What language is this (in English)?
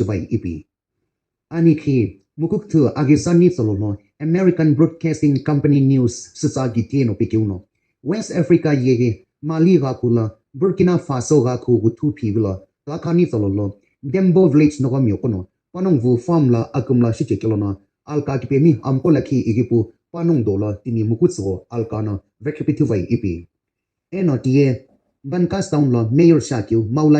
Sumi Naga